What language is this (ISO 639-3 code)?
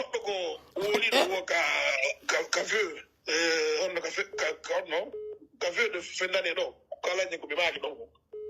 fuf